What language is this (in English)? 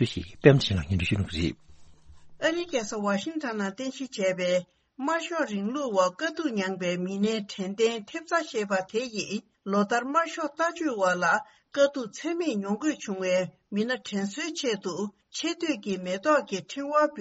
Tibetan